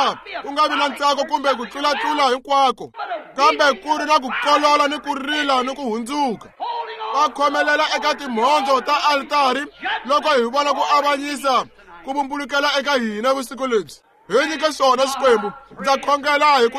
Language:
Tsonga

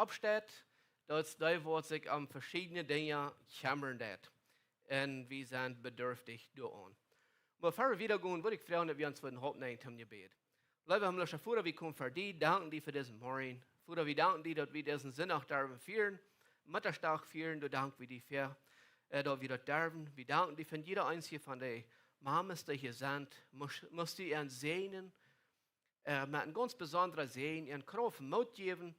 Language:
Plautdietsch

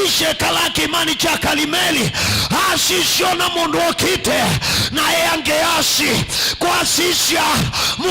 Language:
Kamba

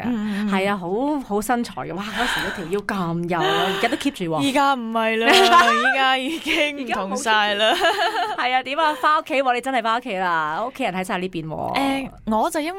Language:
Cantonese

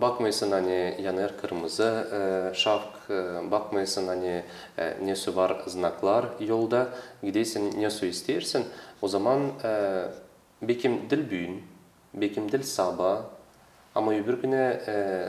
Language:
Gagauz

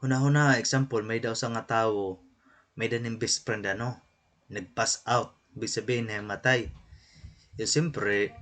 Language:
Waray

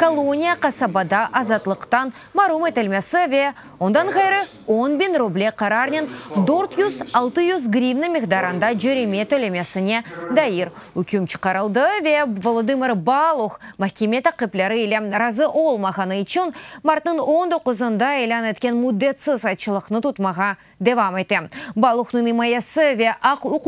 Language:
Crimean Tatar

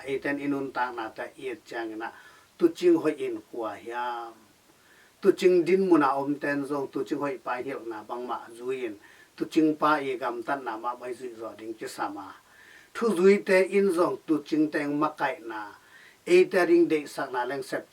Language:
Tedim Chin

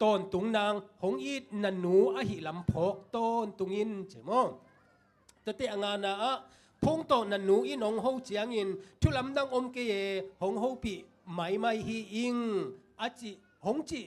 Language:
Tedim Chin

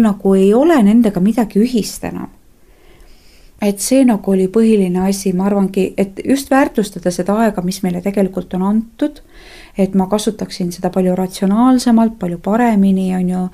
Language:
Estonian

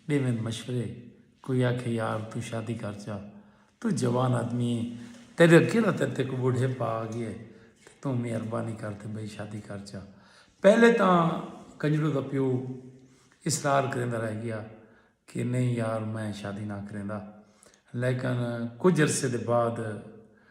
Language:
Saraiki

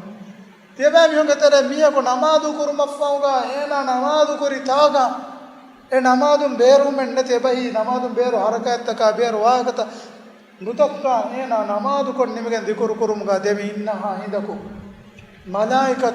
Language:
Divehi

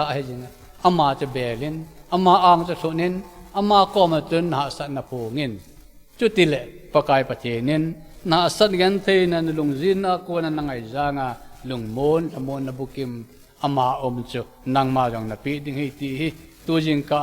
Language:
Thado Chin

